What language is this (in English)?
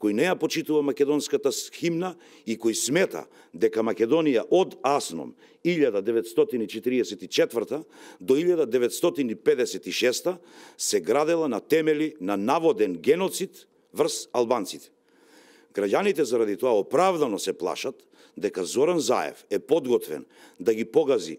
Macedonian